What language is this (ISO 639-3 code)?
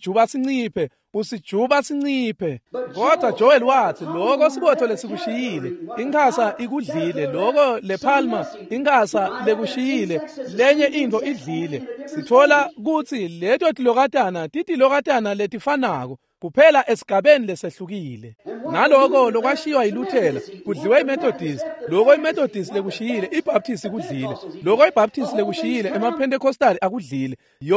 ssw